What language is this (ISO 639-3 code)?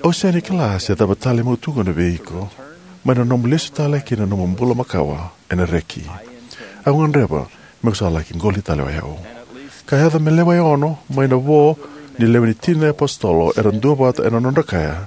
fij